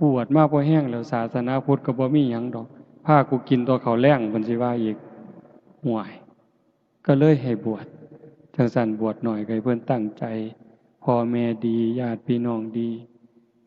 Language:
Northeastern Thai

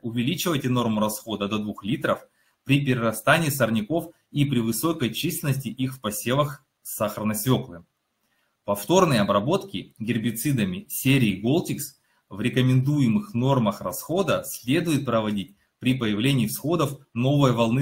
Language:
Russian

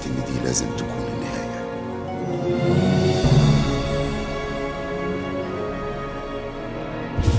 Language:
Egyptian Arabic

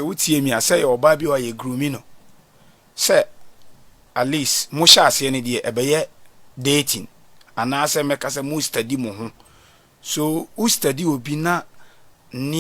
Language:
Akan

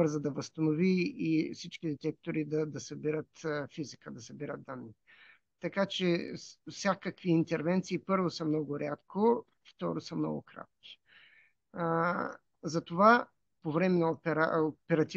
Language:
Bulgarian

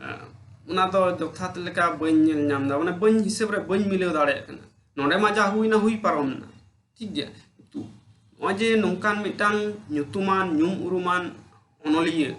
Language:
Santali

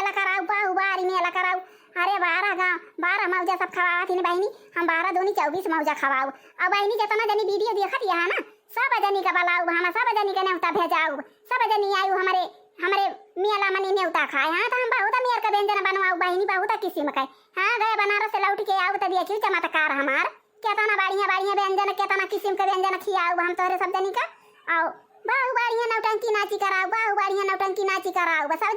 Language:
Awadhi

